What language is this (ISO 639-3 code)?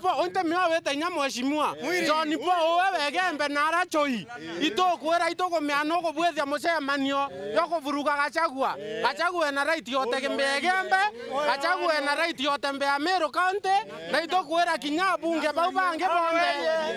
mer